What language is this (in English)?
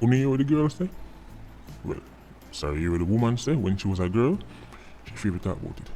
Jamaican Creole English